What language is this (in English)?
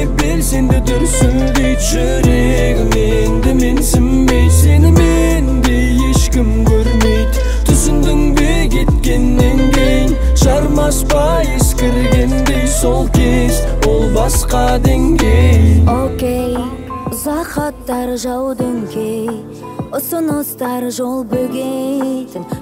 Kazakh